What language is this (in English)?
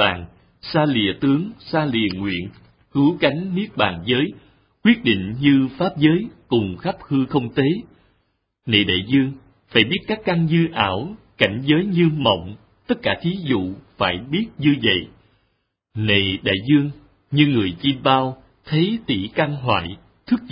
Vietnamese